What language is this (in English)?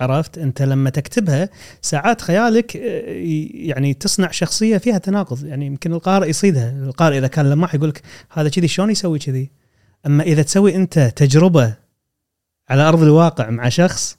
Gulf Arabic